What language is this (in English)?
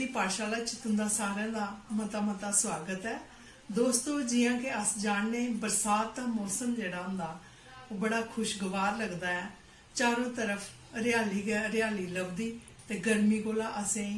Dogri